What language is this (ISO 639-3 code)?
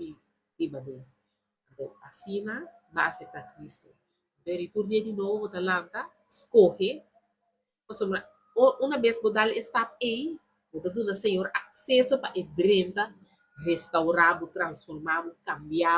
pap